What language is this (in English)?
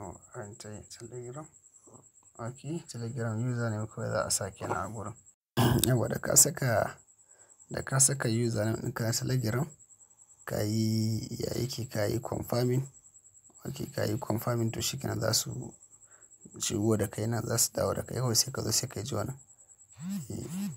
Hausa